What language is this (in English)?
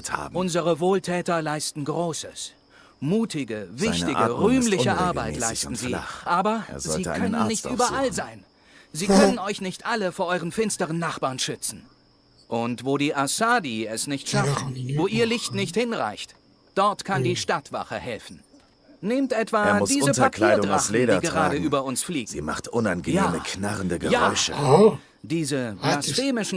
Swiss German